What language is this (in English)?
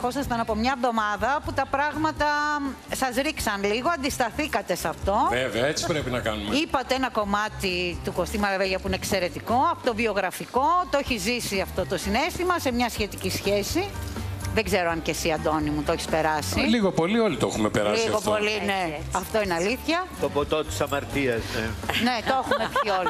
Greek